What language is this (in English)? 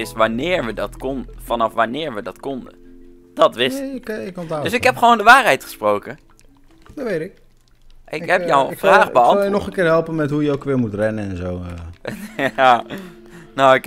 Dutch